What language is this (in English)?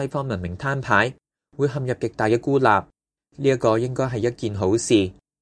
Cantonese